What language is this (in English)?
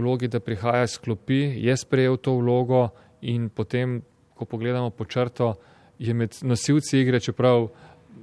Slovenian